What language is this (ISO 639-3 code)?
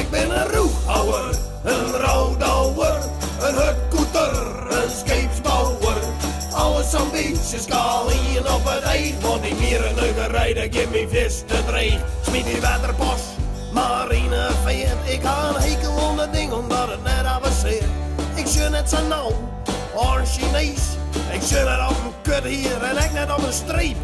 fry